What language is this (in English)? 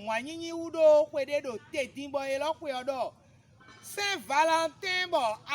Fon